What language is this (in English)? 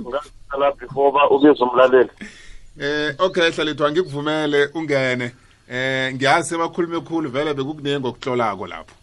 South Ndebele